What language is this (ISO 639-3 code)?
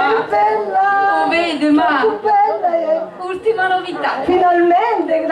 scn